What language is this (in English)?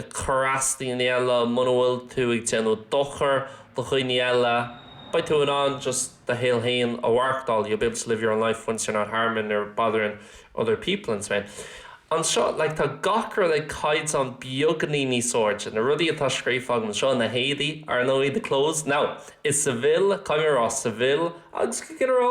Irish